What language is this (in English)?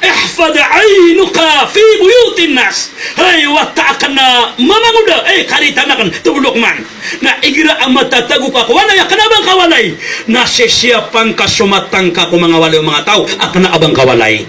Maranao